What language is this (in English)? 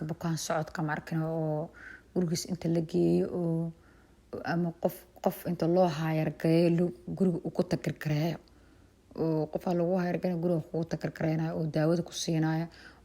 Somali